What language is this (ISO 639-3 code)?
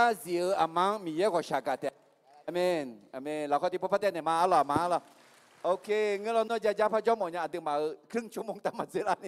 ahk